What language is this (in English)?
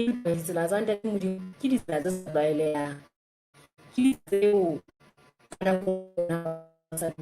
Southern Sotho